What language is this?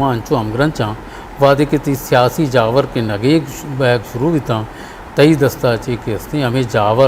Eastern Balochi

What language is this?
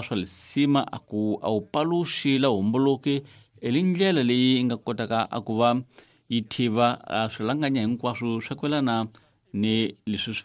Tsonga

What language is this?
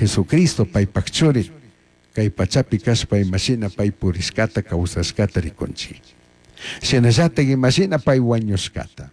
Chimborazo Highland Quichua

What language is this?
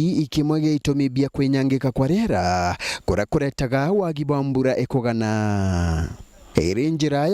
Meru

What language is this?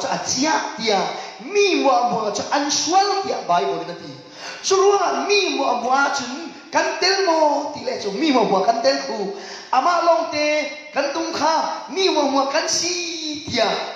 Falam Chin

